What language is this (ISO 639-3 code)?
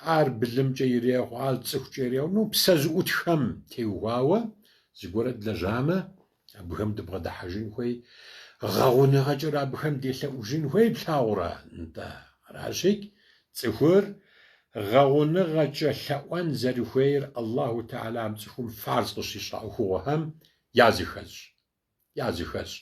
kbd